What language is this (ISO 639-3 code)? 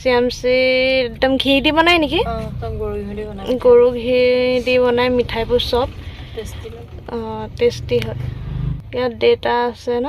asm